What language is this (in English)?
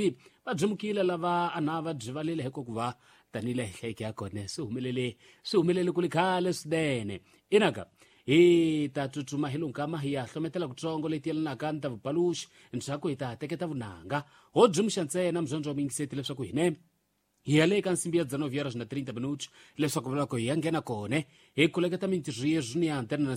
Tsonga